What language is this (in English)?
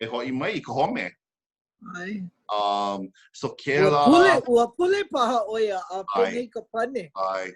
Hawaiian